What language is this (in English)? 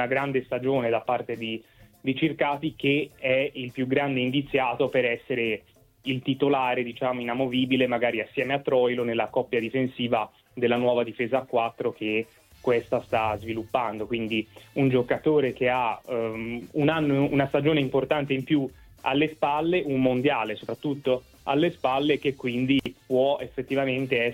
Italian